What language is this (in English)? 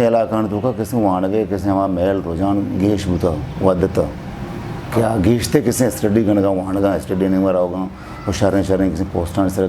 Eastern Balochi